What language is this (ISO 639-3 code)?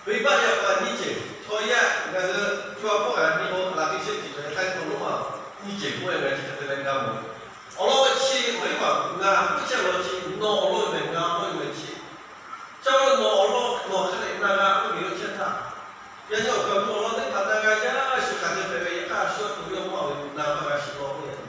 lhu